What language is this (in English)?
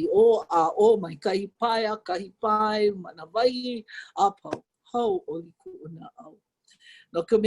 Hawaiian